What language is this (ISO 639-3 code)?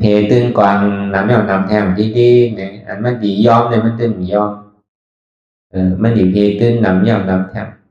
shn